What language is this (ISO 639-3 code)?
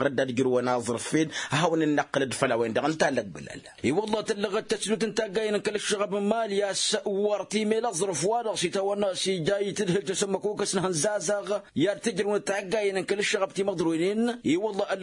taq